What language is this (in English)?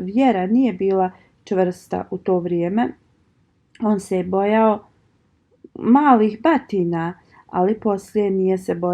Bosnian